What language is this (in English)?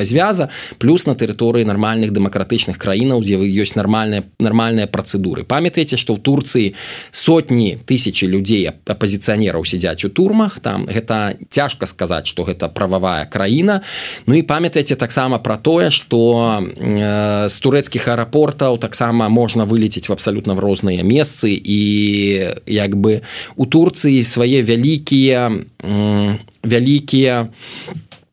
Belarusian